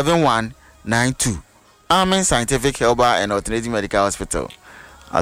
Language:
Akan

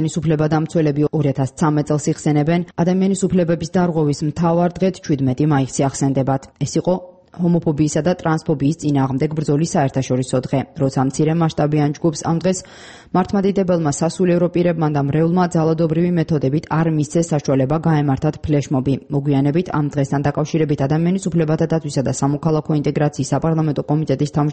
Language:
Georgian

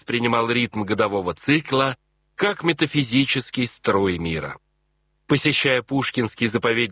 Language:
Russian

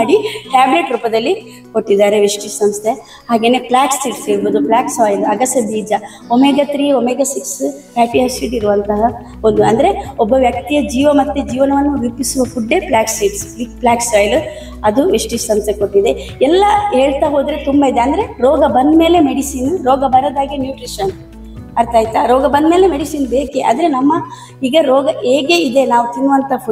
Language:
Kannada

